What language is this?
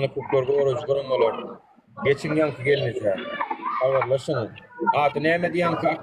Turkmen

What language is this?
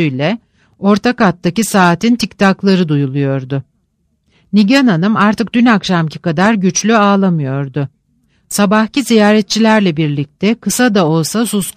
Turkish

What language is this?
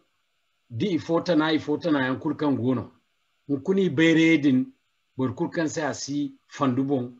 Zarma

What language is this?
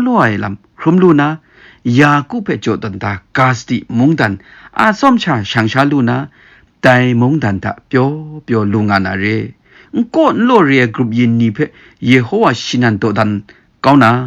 Kachin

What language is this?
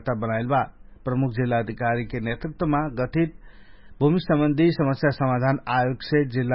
Dangaura Tharu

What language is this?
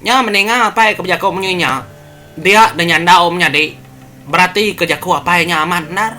Iban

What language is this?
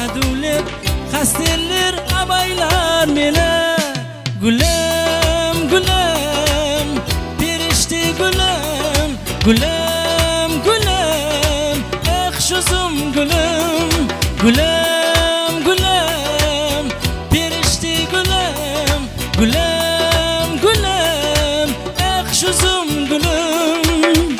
Kara-Kalpak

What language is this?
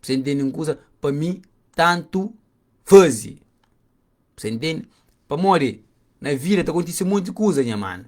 Kabuverdianu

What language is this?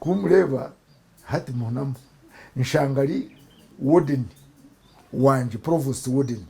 Nyankole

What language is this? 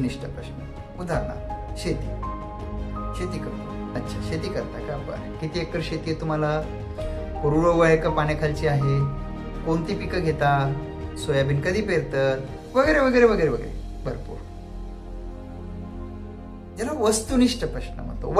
Marathi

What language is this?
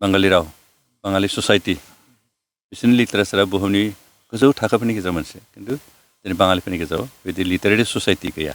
Bodo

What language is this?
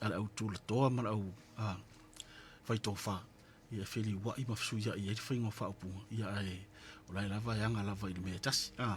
Samoan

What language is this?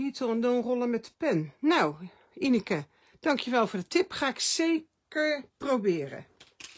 Dutch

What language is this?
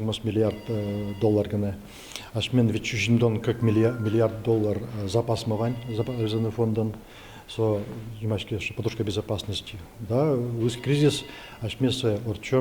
Udmurt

